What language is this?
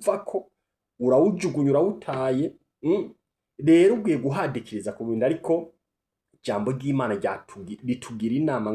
Rundi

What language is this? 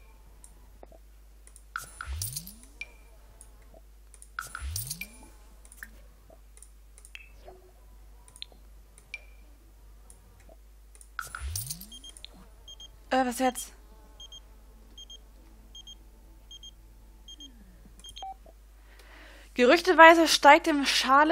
German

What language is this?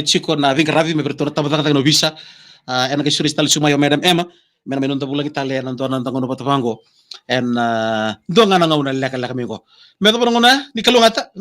Fijian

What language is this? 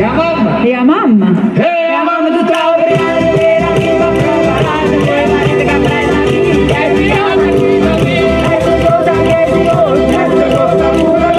Neapolitan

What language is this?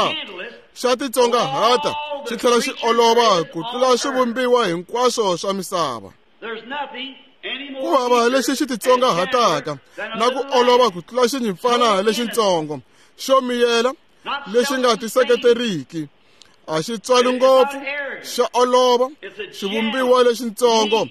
Tsonga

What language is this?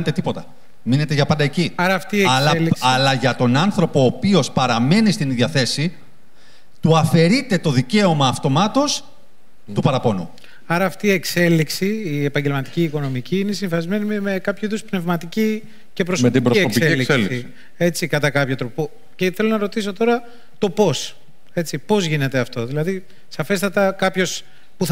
Greek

